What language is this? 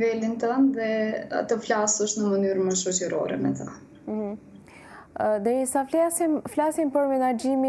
Albanian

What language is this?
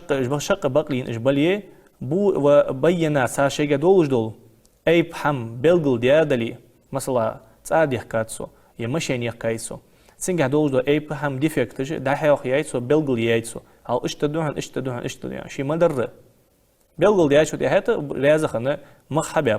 Ingush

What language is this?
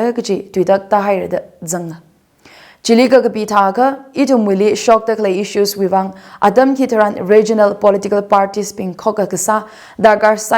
Tangkhul Naga (India)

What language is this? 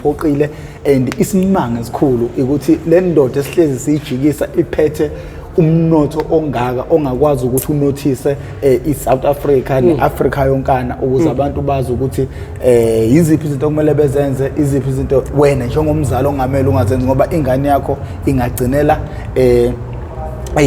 Zulu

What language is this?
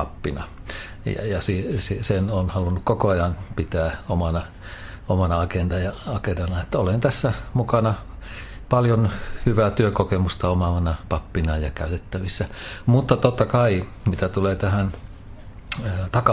Finnish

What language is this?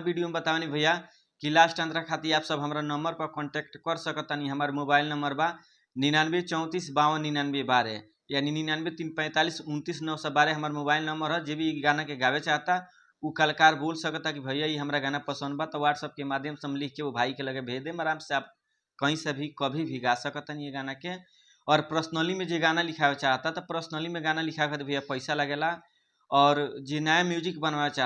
Bhojpuri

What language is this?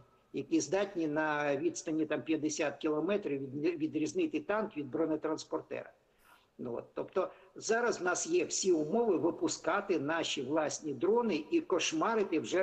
Ukrainian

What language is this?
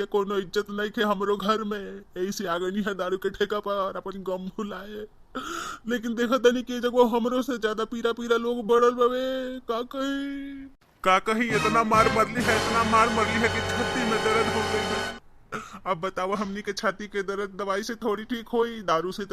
Bhojpuri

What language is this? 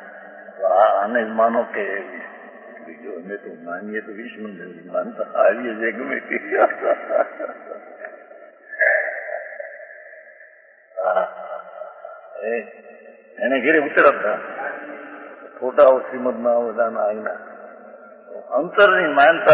Gujarati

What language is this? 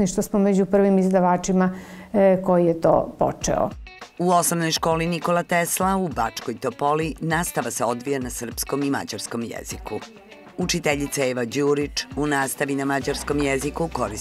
Serbian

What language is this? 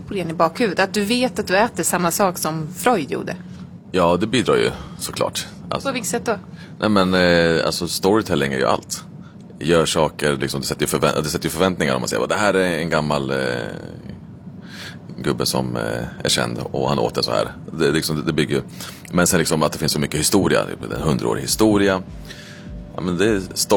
Swedish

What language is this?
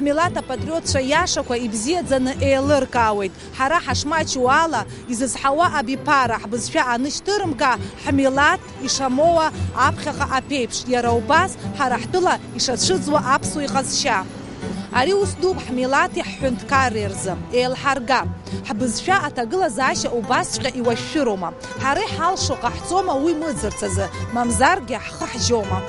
Abkhazian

